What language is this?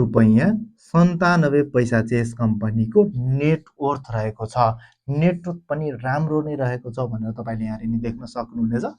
Nepali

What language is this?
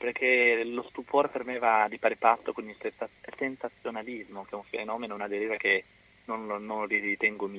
Italian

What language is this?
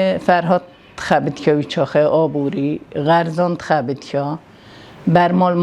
Kurdish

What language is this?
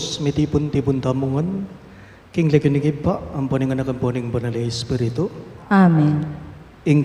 Pampanga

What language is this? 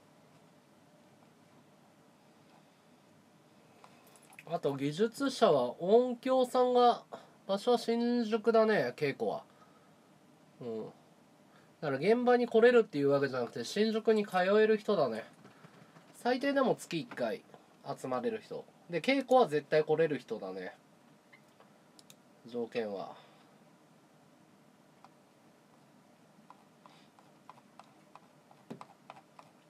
Japanese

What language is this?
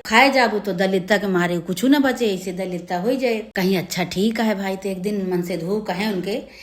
Awadhi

